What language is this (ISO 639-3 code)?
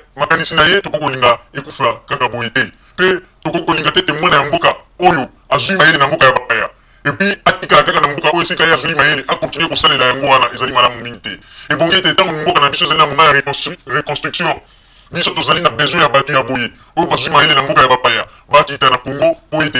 lin